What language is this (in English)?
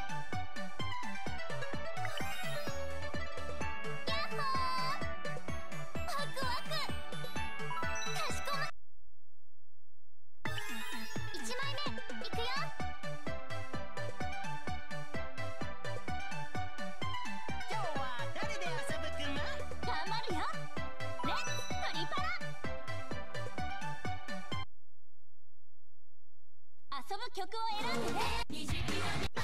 Japanese